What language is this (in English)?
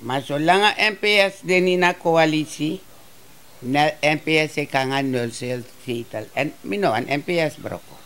Sranan Tongo